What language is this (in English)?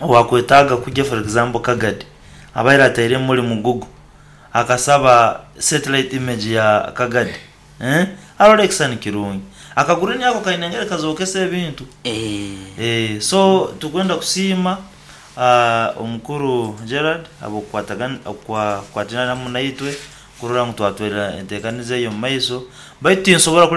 Nyoro